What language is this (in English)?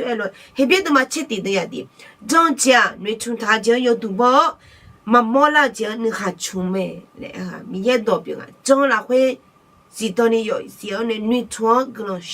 Akha